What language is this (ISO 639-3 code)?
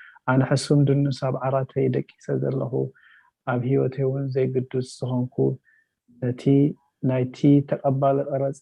tir